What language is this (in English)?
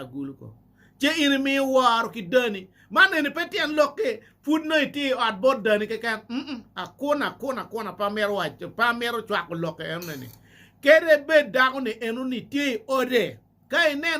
Acoli